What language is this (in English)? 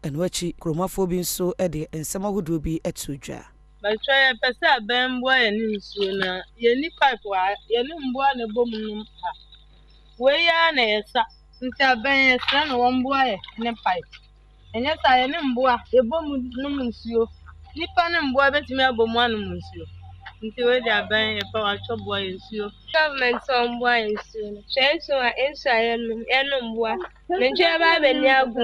Akan